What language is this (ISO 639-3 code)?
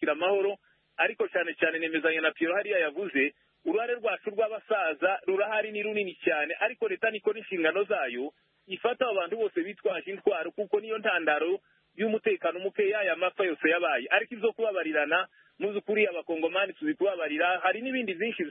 kin